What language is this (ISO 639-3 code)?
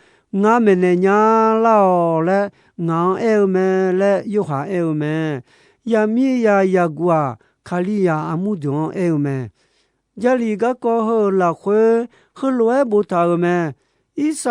ahk